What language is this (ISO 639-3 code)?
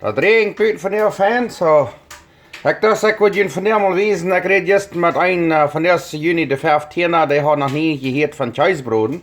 pdt